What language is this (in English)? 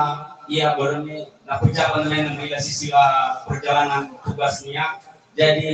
Nias